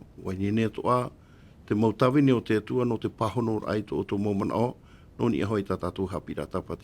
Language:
Tahitian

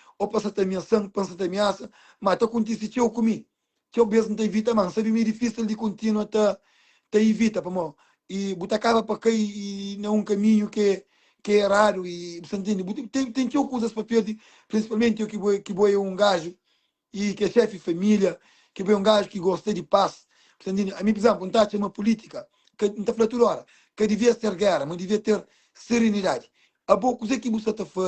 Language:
Kabuverdianu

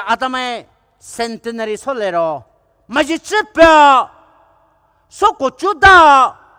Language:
Poumei Naga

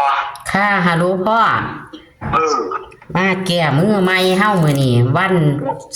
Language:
Northeastern Thai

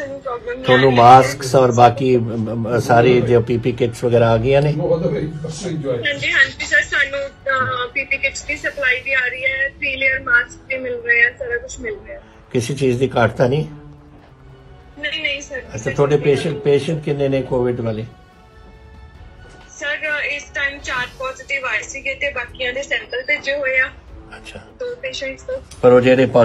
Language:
Punjabi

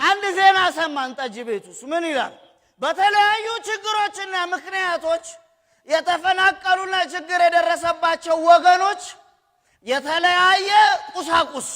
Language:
Amharic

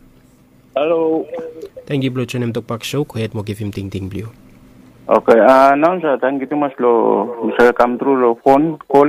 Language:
Bislama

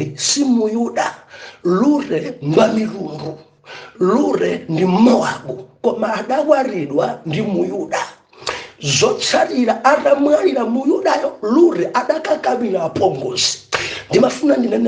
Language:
Nyanja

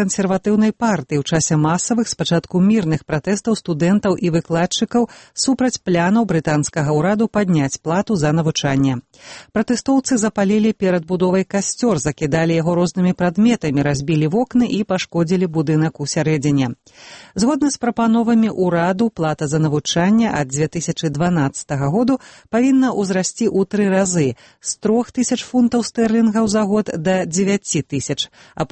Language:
Belarusian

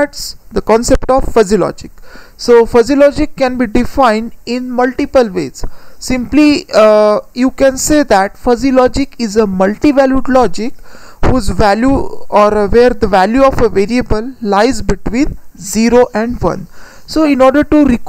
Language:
English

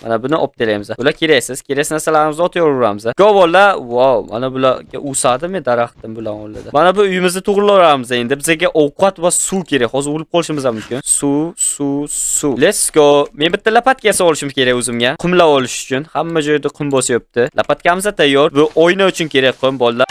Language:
Uzbek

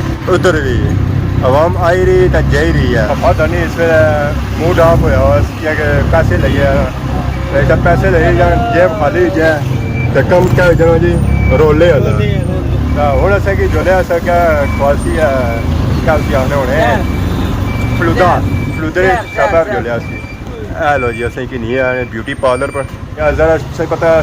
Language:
Pahari-Potwari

